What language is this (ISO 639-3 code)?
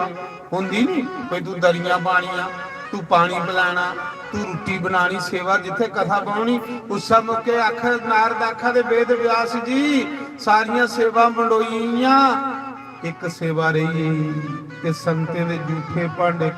doi